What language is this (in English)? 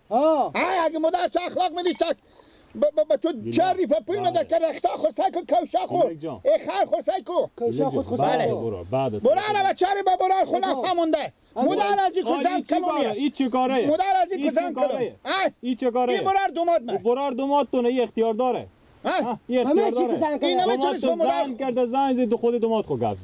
Persian